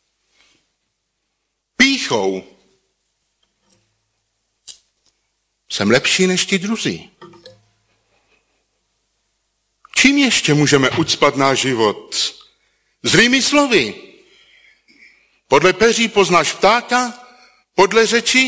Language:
Czech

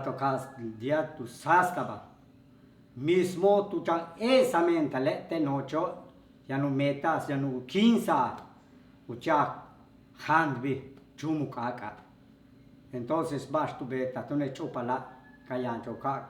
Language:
Yucateco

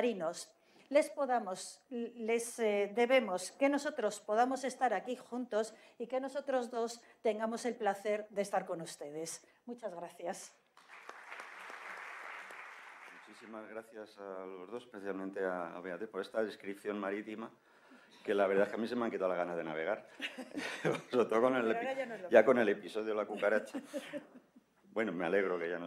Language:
Spanish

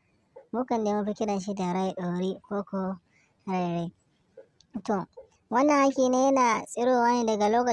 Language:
Hausa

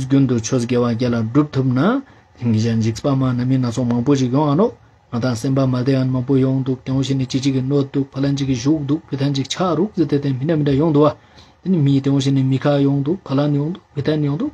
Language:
Ladakhi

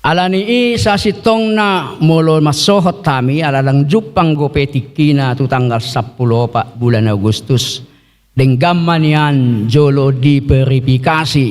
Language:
Batak Toba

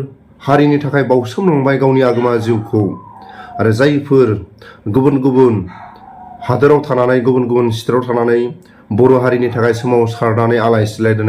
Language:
Bodo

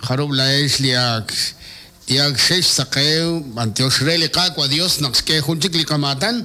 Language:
Kekchí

